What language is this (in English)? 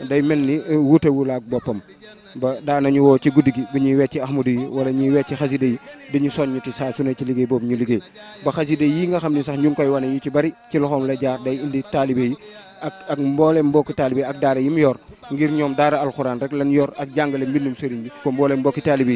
Wolof